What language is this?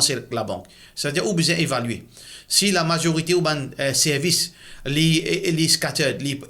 Morisyen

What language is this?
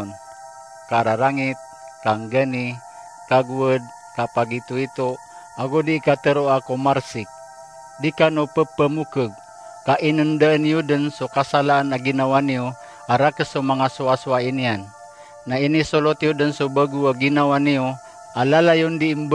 Maranao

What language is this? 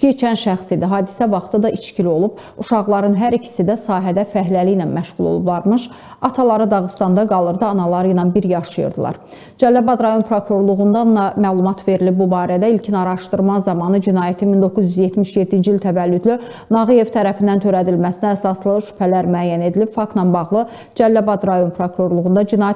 Azerbaijani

